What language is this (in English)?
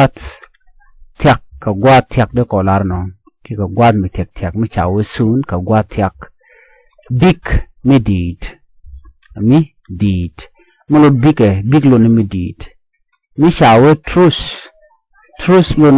Nuer